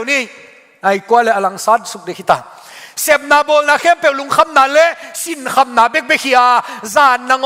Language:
Tedim Chin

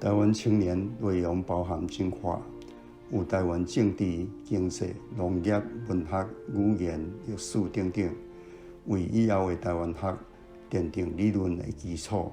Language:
Min Nan Chinese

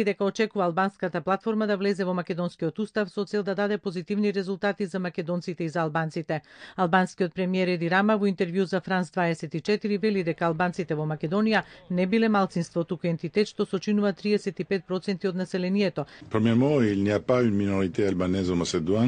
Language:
Macedonian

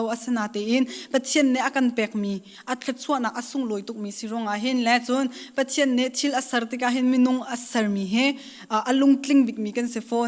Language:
Hakha Chin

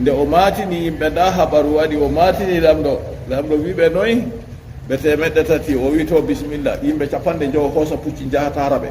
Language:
Fula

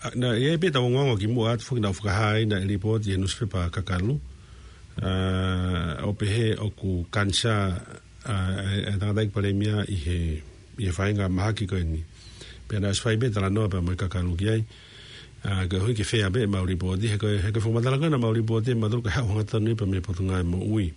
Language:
Tongan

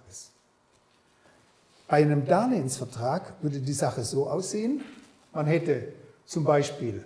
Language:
German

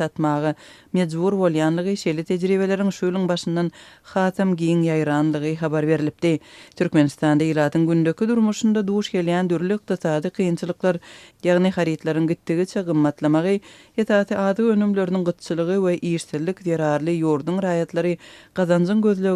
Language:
Turkmen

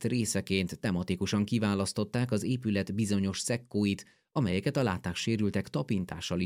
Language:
Hungarian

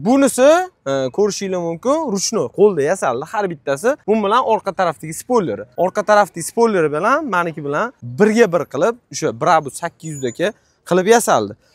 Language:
Uzbek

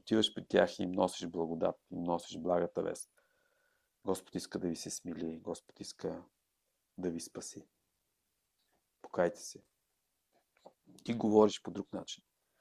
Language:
Bulgarian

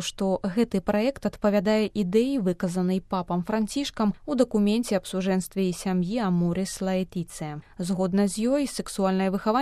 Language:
Belarusian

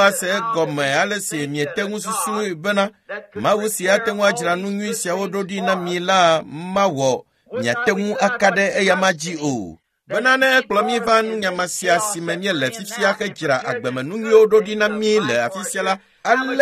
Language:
Ewe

